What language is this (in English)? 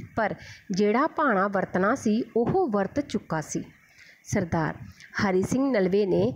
Punjabi